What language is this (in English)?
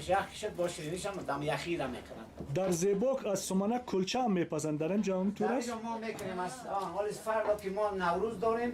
Persian